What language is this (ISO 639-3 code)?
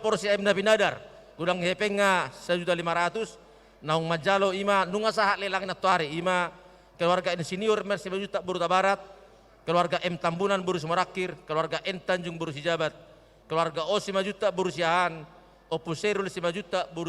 bbc